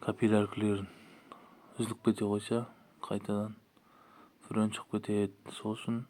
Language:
Kazakh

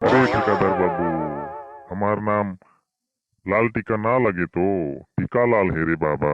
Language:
Sadri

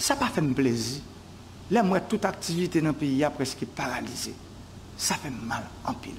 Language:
Haitian Creole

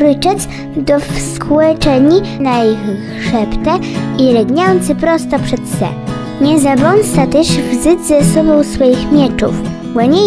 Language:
Kashubian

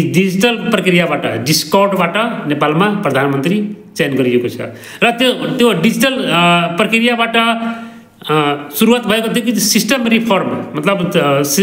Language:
Nepali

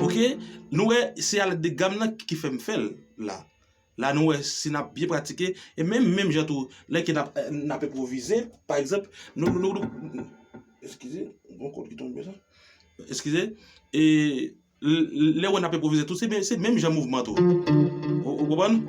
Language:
Haitian Creole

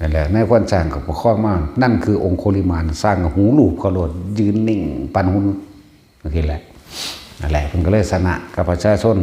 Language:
Northeastern Thai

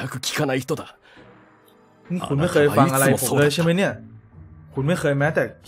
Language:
Thai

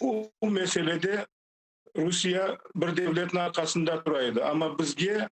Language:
Crimean Tatar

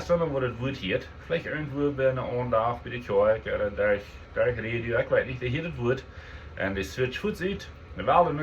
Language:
Plautdietsch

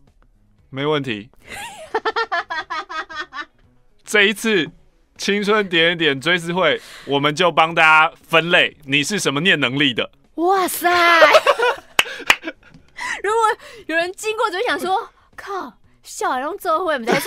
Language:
Chinese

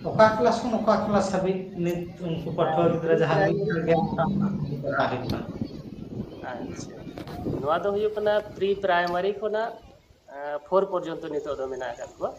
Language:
Santali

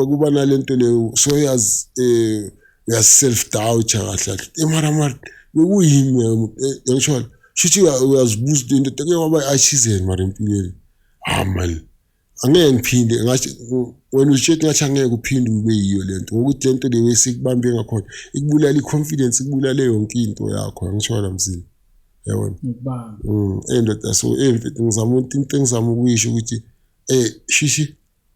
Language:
Zulu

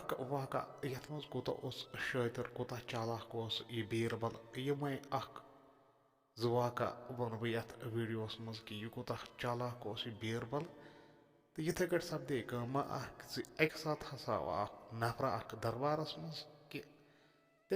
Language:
Kashmiri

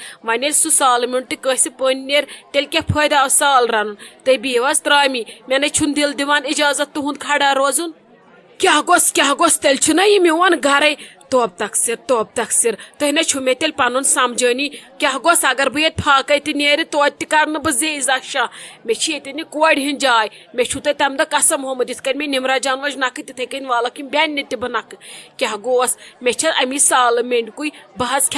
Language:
Kashmiri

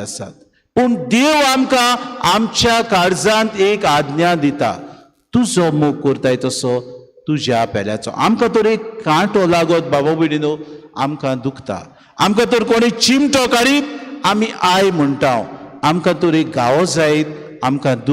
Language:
Konkani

